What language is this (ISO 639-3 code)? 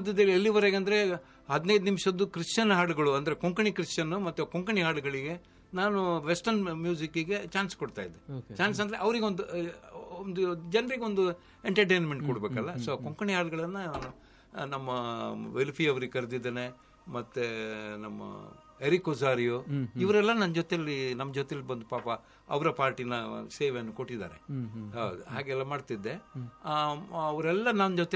kan